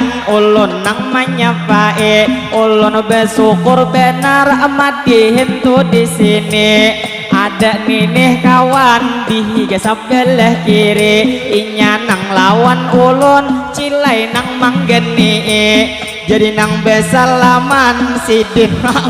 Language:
Banjar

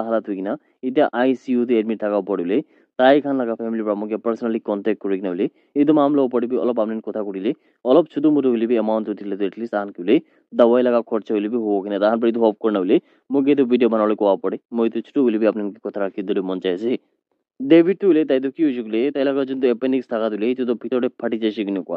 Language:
Naga Pidgin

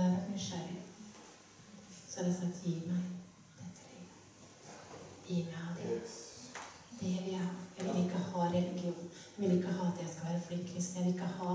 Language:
Norwegian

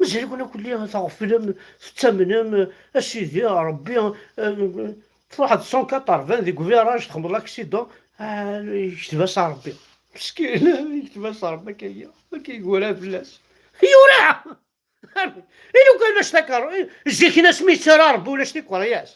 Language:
Kabyle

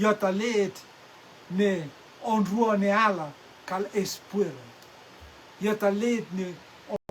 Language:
Rotuman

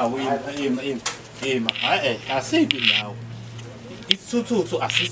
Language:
Zulu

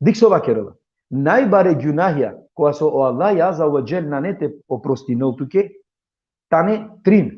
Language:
Balkan Romani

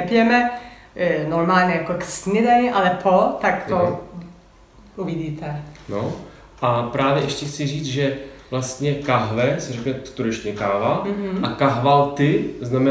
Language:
Czech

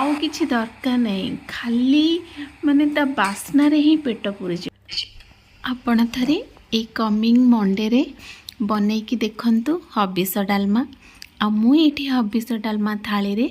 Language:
Odia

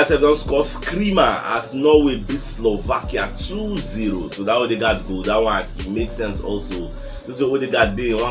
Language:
Nigerian Pidgin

